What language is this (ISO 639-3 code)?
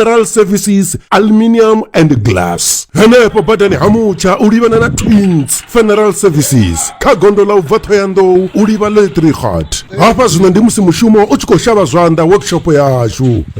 ven